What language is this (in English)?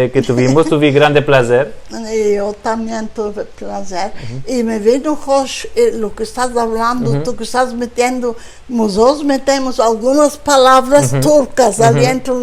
Ladino